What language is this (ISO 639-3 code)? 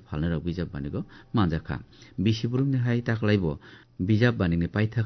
trp